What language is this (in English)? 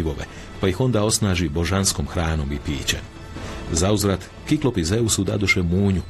Croatian